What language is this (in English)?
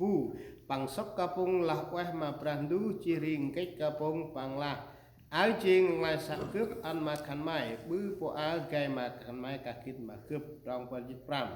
Central Mnong